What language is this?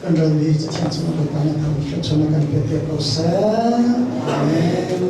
Hakha Chin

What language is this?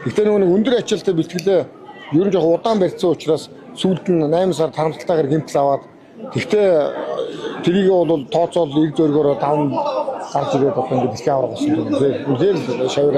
Mongolian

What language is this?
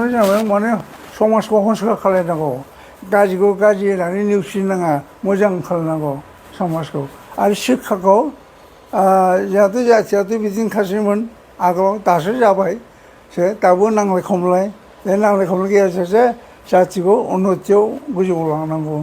Bodo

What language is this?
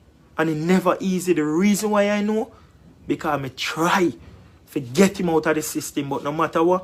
Jamaican Creole English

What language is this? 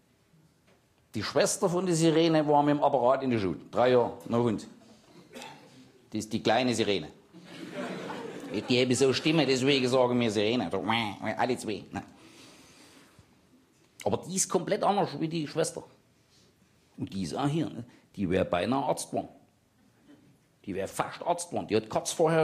German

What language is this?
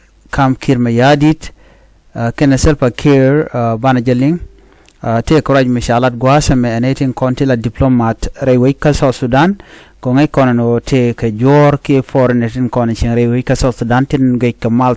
Nuer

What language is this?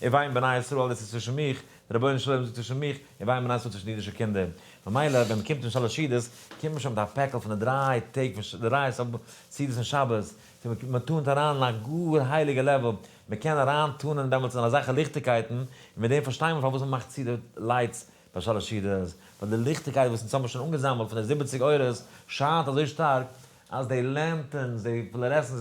Yiddish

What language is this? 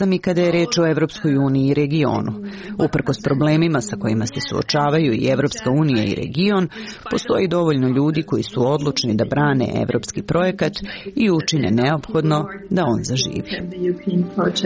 Serbian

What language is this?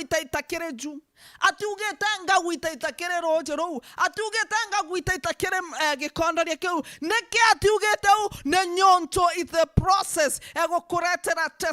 Meru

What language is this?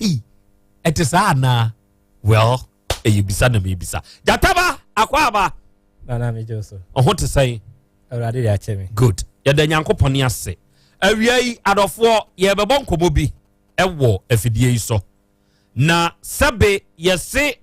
Akan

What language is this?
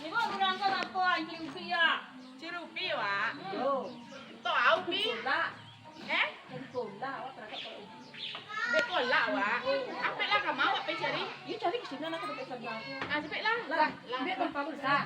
Minangkabau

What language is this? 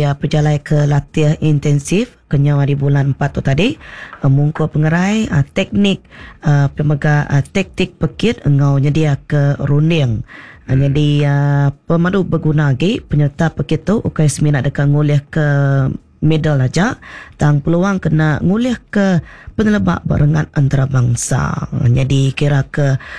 Iban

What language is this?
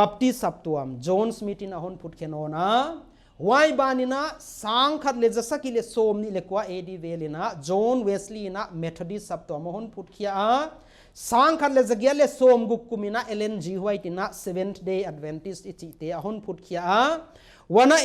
Paite Chin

